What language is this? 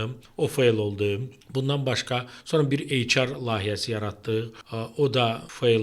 Azerbaijani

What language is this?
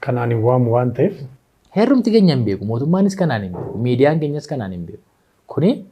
Oromo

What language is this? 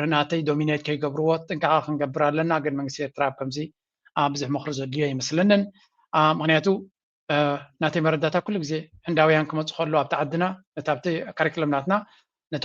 Tigrinya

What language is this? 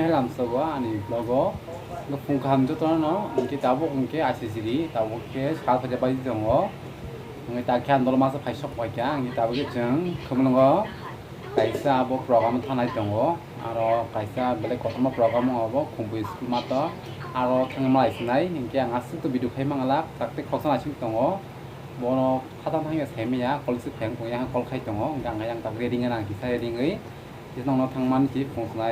Kok Borok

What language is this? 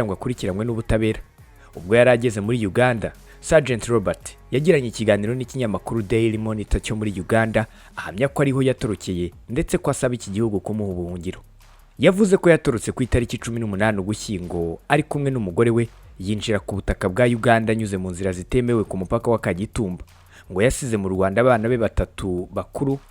Kinyarwanda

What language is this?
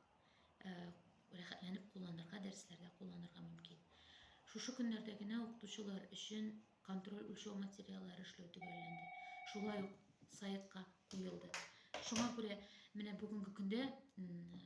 Tatar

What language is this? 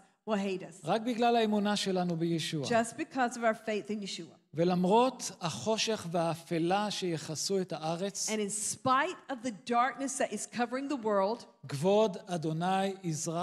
Hebrew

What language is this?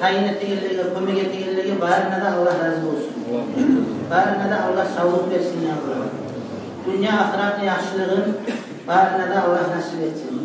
Kumyk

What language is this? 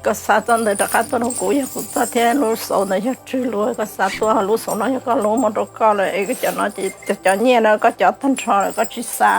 Hmong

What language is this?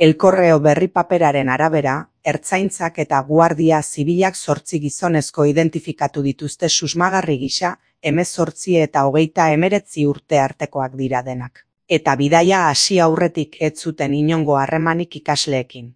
Basque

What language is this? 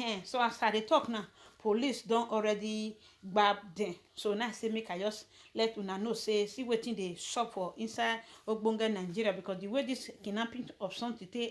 Nigerian Pidgin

